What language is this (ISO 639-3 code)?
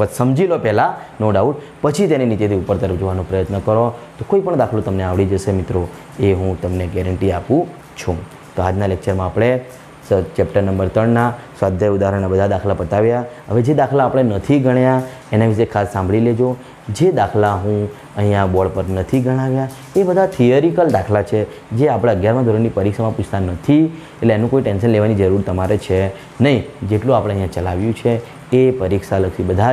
guj